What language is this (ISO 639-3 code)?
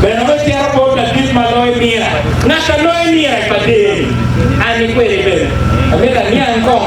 ach